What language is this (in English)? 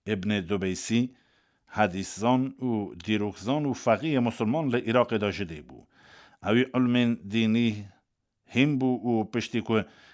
Kurdish